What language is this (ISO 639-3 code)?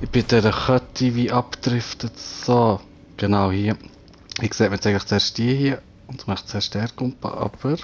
gsw